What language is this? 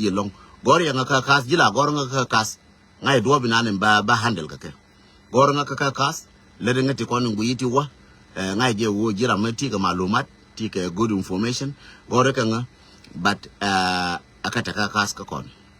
Nuer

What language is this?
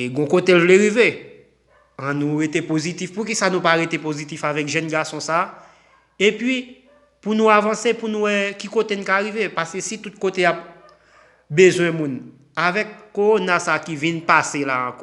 Haitian Creole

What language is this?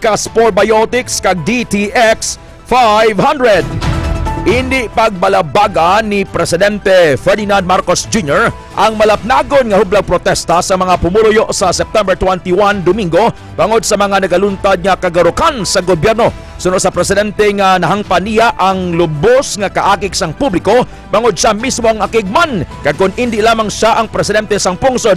Hiligaynon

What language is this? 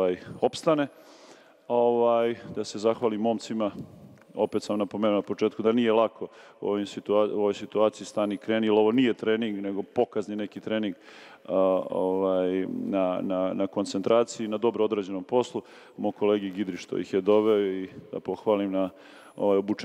Serbian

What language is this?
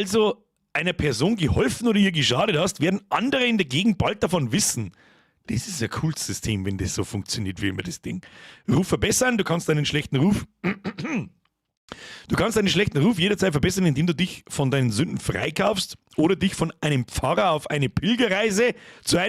Bavarian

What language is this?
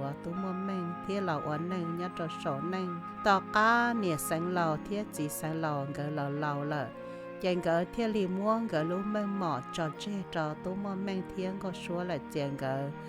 Hmong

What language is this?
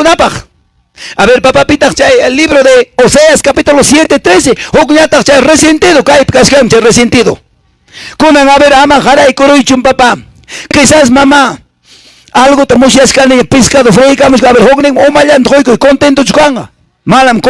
Quechua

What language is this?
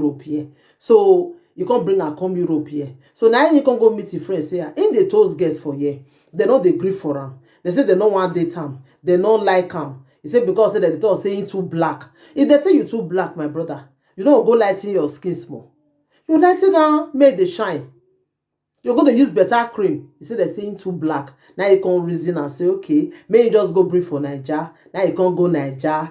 Nigerian Pidgin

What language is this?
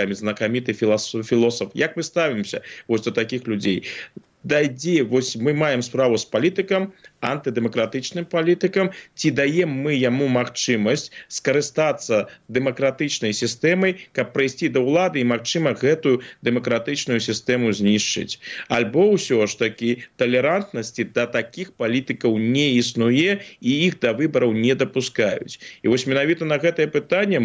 Belarusian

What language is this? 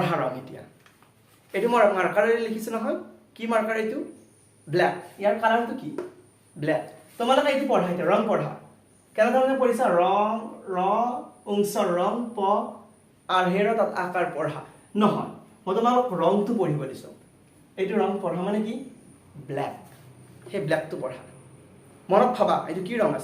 Assamese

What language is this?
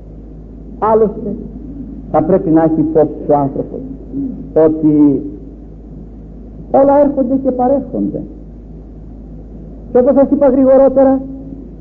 Greek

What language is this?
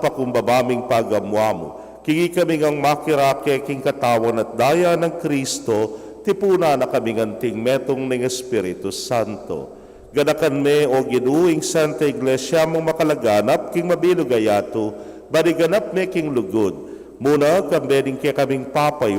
Pampanga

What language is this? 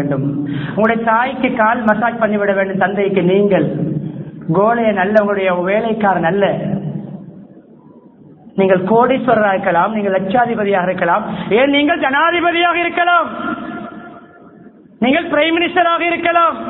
Tamil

